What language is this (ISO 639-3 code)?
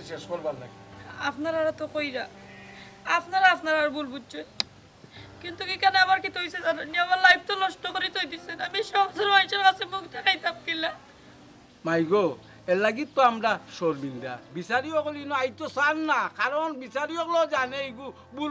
syl